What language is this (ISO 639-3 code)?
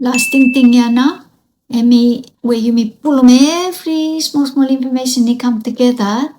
bis